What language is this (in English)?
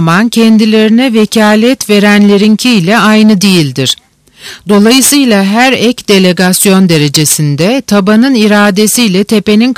Turkish